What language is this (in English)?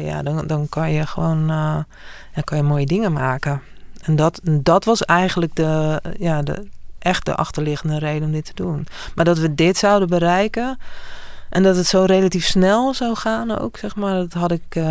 Dutch